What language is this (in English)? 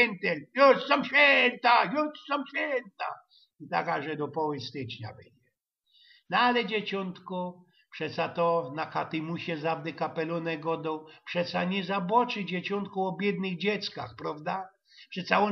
Silesian